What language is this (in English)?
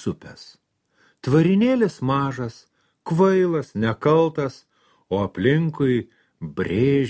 Lithuanian